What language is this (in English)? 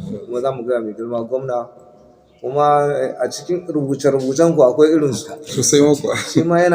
Hausa